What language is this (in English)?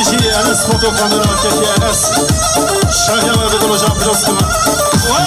Kurdish